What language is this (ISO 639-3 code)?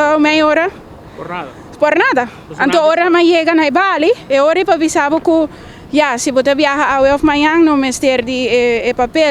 pap